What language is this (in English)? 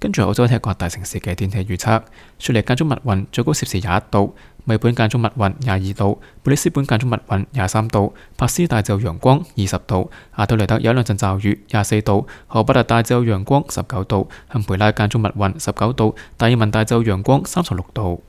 Cantonese